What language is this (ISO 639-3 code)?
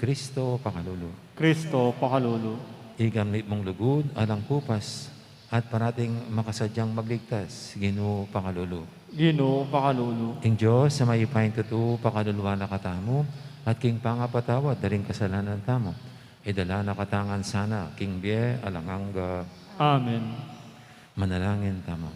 pam